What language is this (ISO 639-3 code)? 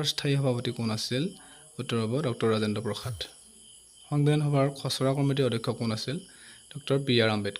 asm